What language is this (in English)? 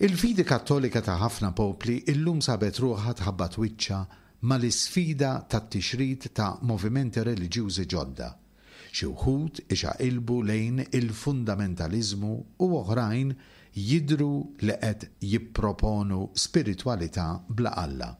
Maltese